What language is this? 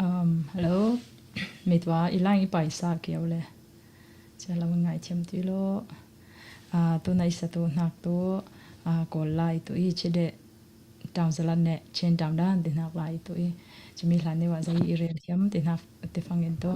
Falam Chin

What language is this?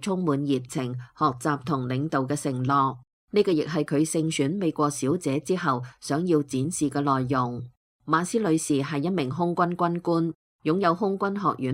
Cantonese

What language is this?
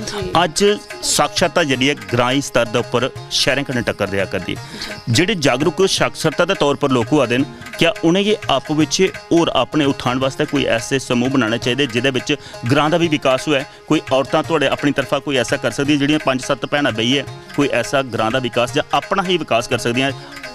Dogri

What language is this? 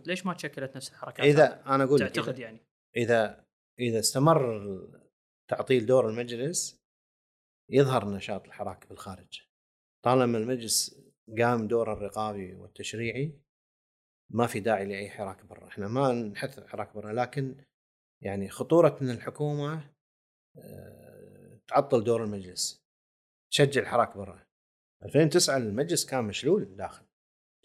Gulf Arabic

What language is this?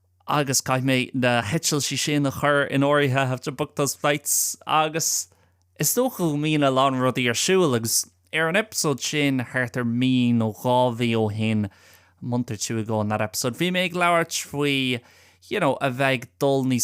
Irish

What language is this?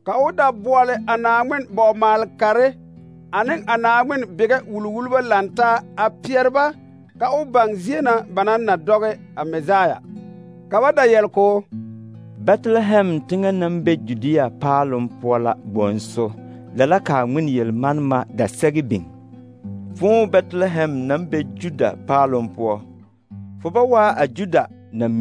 Southern Dagaare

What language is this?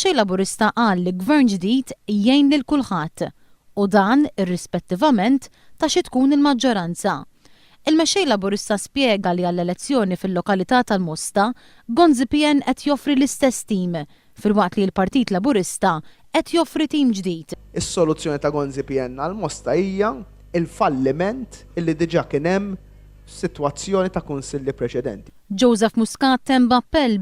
Maltese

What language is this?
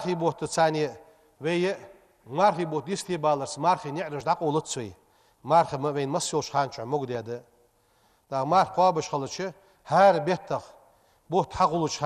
Ingush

